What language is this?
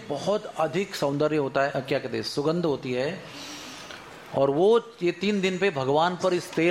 Hindi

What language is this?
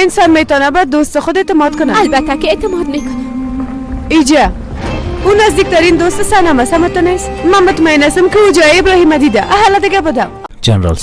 Persian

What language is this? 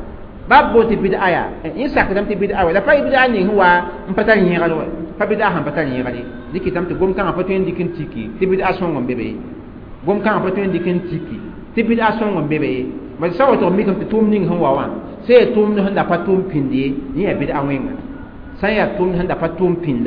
Mossi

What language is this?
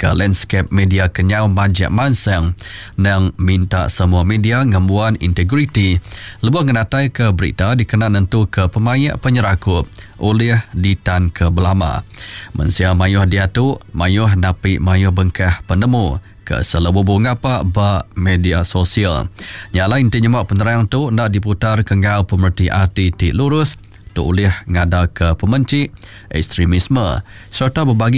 Iban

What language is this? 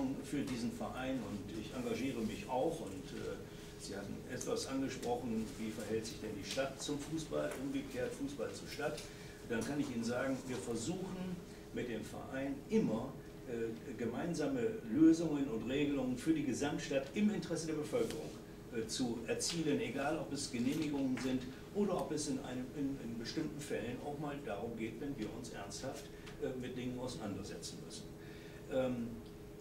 German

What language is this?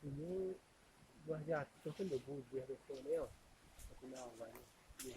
Minangkabau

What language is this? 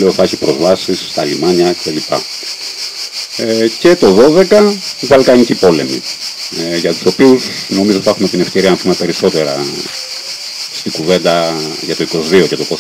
Greek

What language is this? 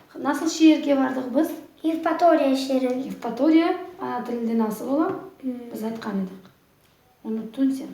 Crimean Tatar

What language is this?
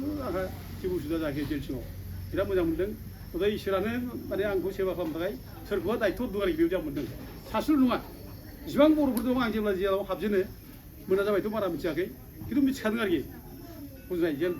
Bodo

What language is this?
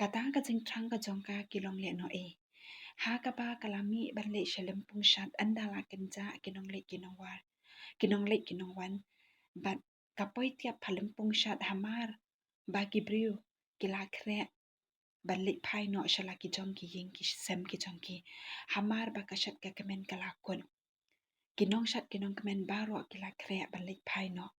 Khasi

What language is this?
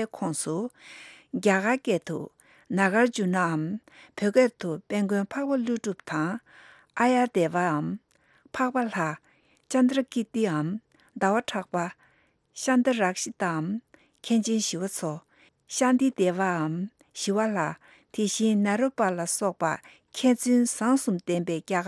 Tibetan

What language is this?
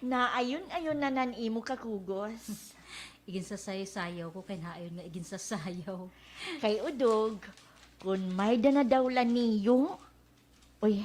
Waray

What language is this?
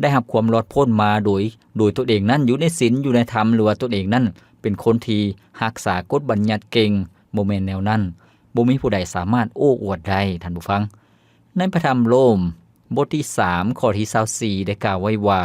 Lao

